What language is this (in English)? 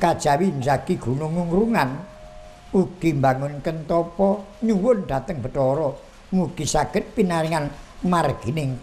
Javanese